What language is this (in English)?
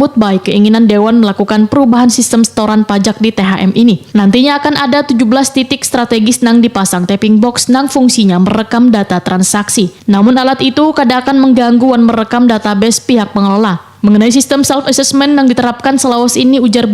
Banjar